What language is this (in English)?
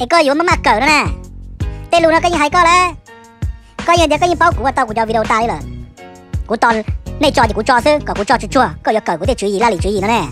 Hmong